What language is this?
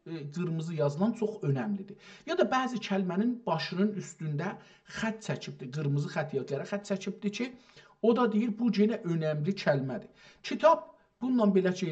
South Azerbaijani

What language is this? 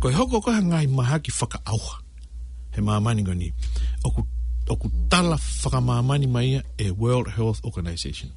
Tongan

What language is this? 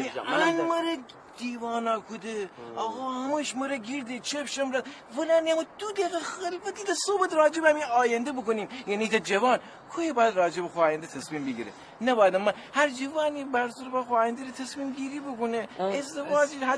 Gilaki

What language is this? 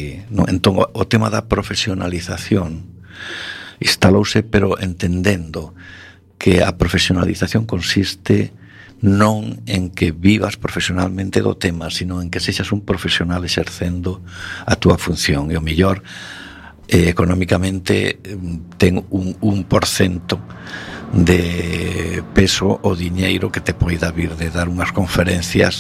Galician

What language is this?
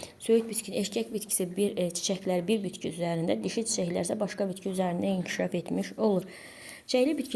Azerbaijani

